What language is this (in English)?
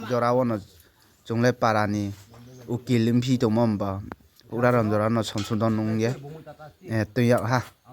Riang (India)